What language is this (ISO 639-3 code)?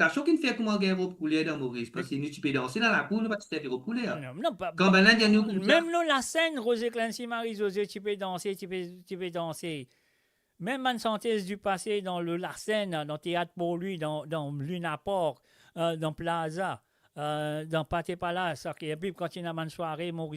mfe